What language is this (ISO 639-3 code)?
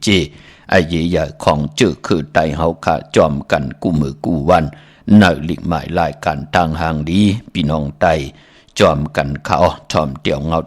shn